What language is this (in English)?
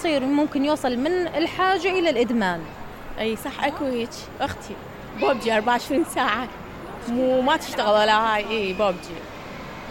Mesopotamian Arabic